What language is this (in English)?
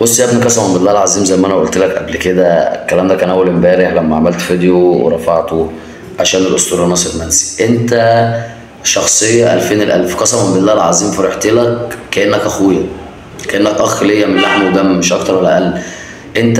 Egyptian Arabic